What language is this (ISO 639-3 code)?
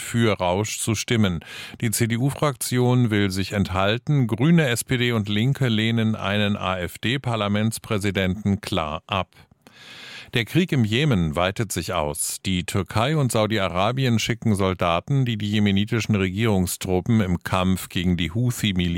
deu